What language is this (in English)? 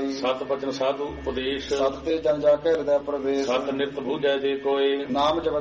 Punjabi